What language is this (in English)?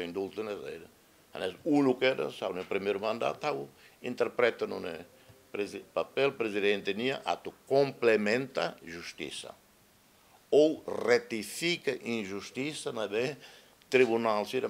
Tetum